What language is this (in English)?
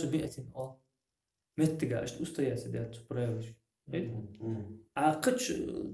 Ingush